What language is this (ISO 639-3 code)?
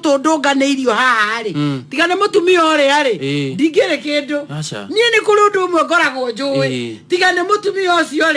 kik